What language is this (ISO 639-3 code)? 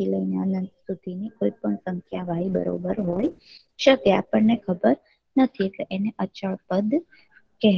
guj